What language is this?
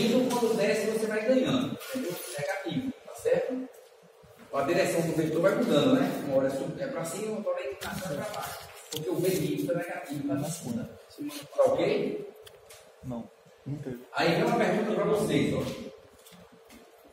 Portuguese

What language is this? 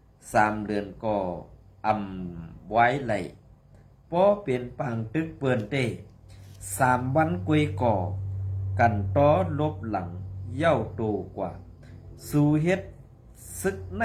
Shan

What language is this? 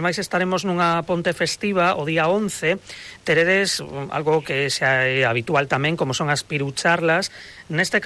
Galician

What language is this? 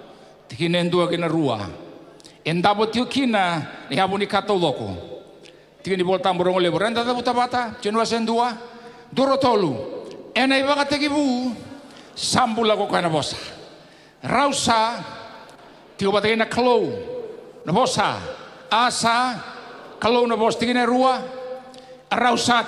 Fijian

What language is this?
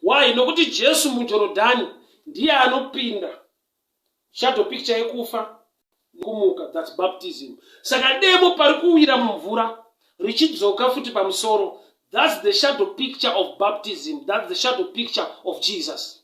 Shona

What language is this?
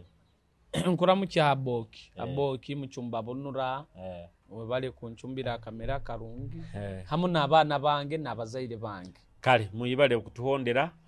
Nyoro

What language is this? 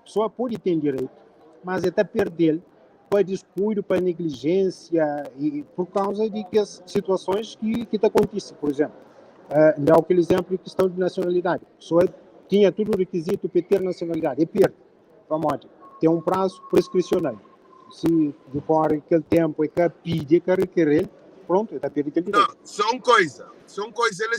Kabuverdianu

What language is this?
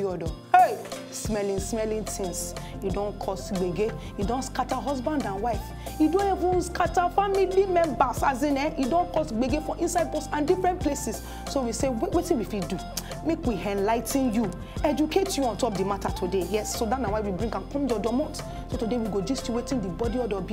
Nigerian Pidgin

